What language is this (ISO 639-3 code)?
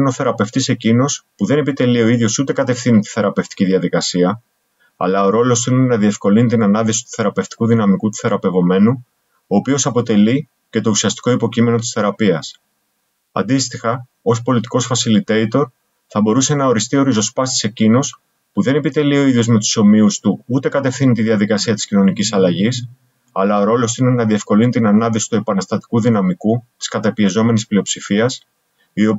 ell